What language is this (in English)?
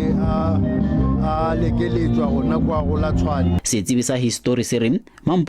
Northern Sotho